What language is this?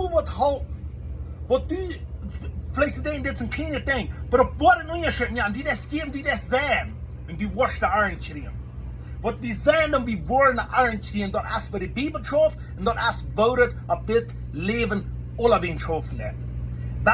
Plautdietsch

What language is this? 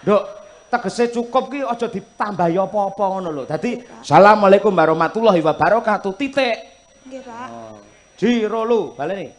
Javanese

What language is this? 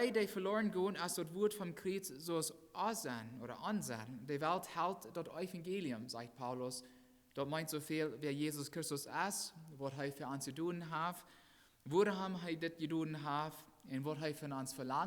Plautdietsch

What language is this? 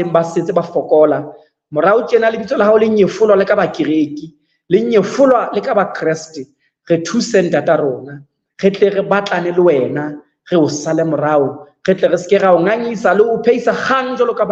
Southern Sotho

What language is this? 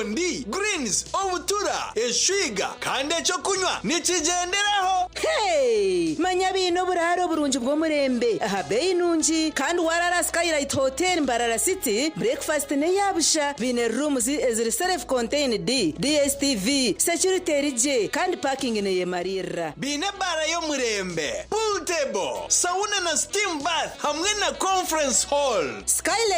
Nyankole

